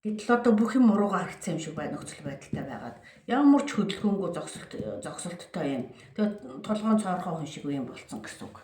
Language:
Mongolian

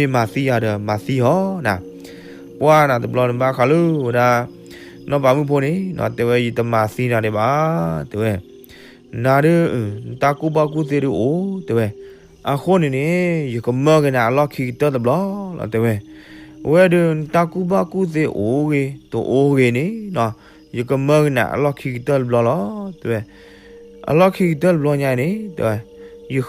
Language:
S'gaw Karen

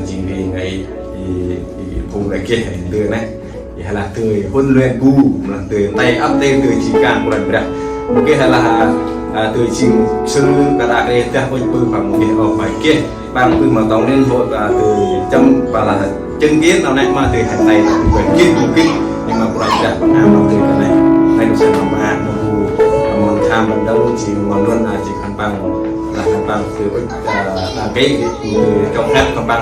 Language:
Central Mnong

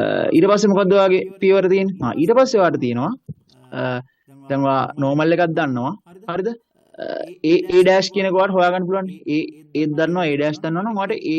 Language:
Sinhala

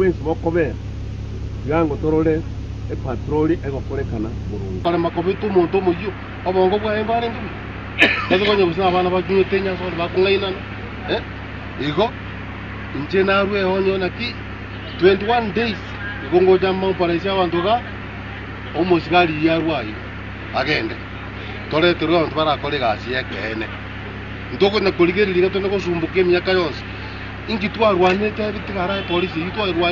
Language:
Gusii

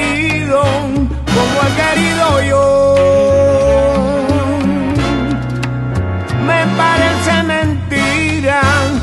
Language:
Spanish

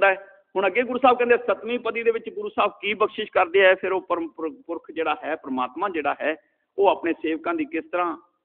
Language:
Punjabi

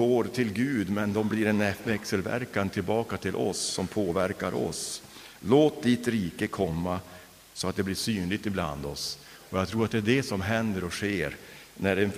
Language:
Swedish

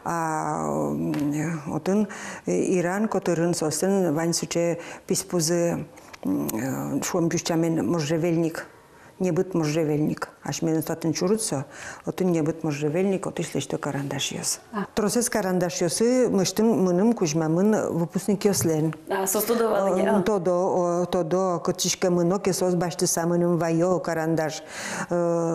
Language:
Udmurt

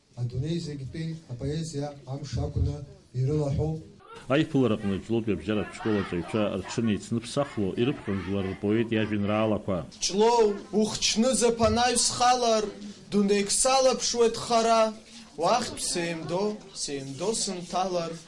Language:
Abkhazian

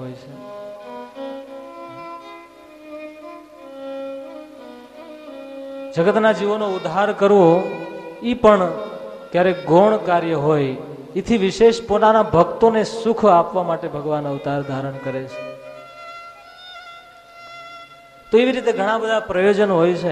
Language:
Gujarati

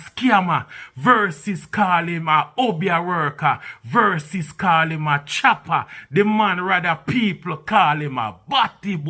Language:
Jamaican Creole English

